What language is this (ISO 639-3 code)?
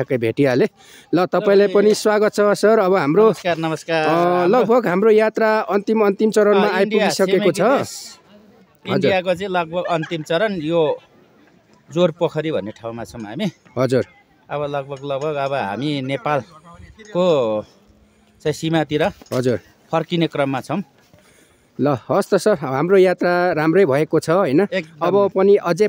nep